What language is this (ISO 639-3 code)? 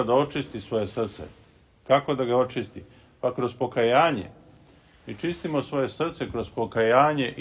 srp